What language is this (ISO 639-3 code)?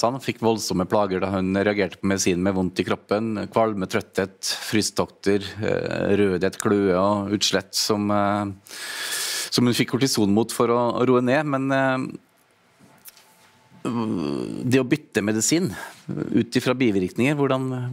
nor